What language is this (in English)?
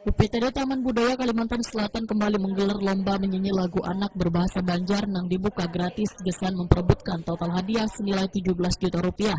Banjar